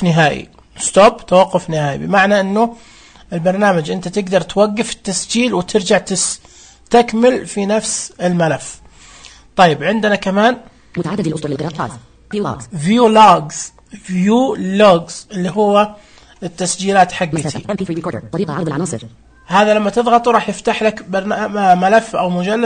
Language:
Najdi Arabic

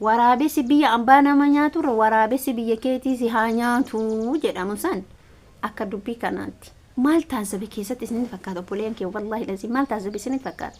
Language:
Oromo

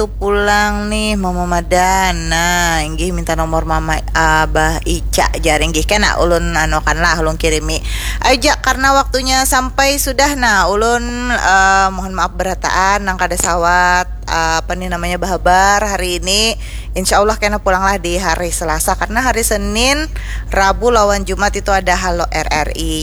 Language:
Banjar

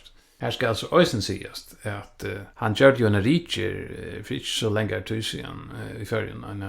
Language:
Faroese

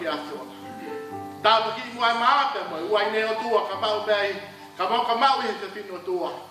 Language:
Tongan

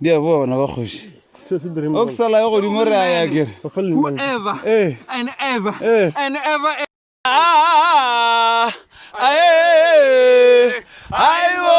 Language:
Northern Sotho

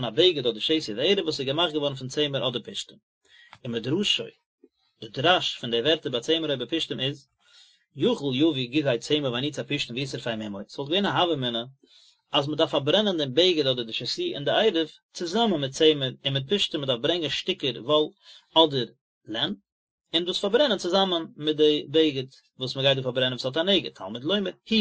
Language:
Yiddish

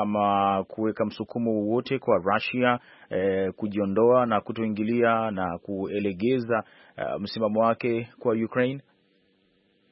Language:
Swahili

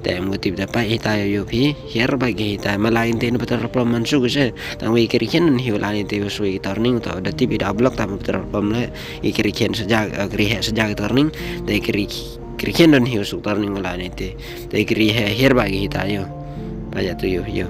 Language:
Khasi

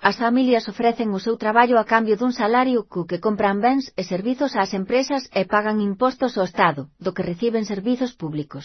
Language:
Galician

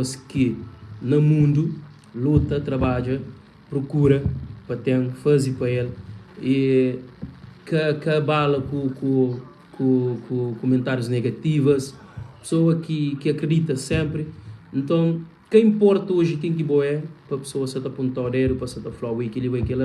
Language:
Kabuverdianu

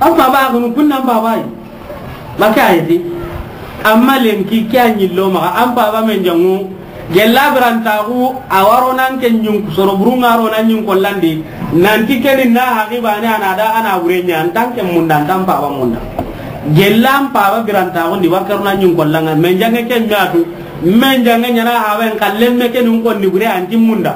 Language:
Soninke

